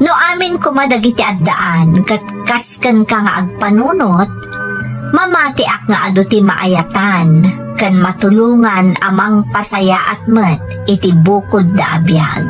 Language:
Iloko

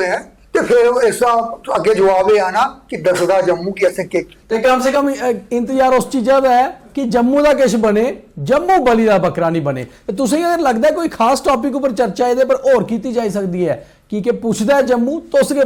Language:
Dogri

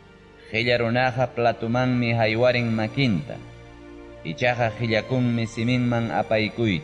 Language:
Ayacucho Quechua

